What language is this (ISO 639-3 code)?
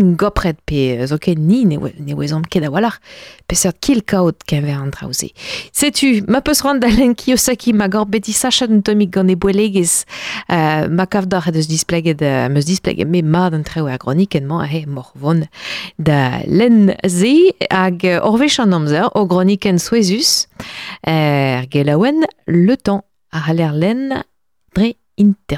bre